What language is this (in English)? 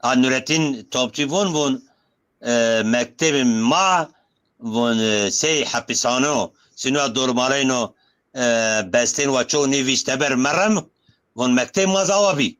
Zaza